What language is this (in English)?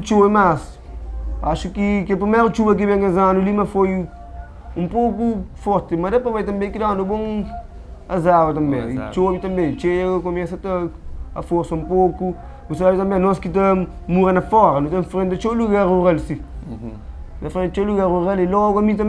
Kabuverdianu